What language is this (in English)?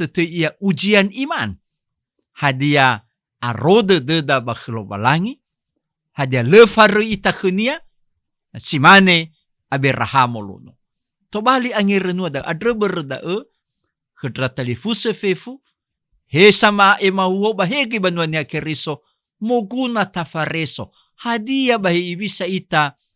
Nias